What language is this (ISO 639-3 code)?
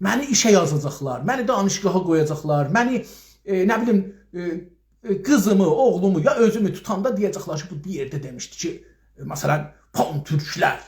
azb